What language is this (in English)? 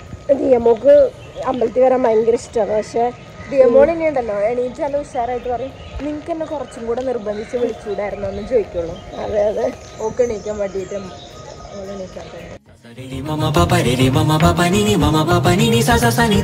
Malayalam